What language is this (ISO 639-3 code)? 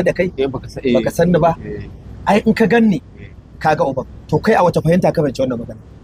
hau